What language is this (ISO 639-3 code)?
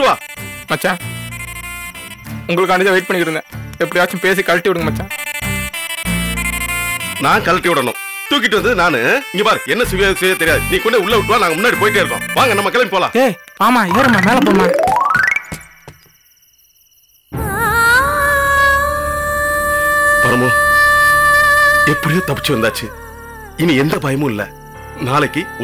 tam